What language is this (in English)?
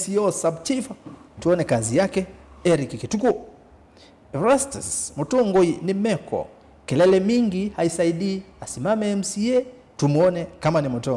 Kamba